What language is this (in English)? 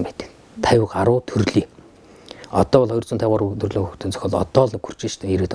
Mongolian